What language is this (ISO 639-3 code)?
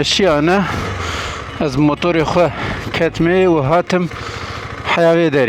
kur